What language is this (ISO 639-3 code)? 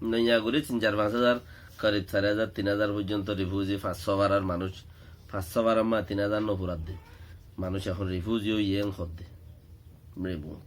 rhg